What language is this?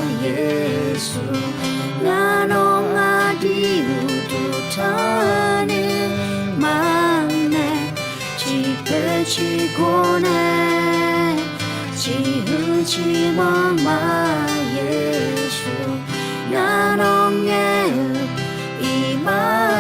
Akha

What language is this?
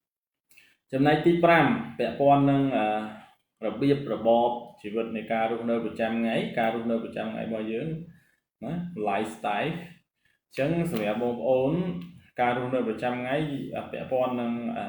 Khmer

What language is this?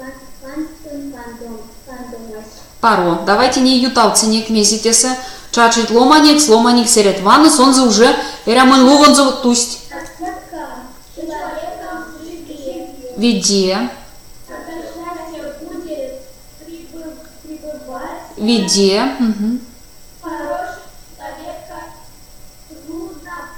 Erzya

